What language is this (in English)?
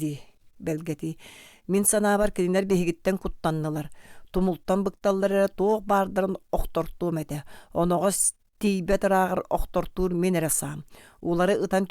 Yakut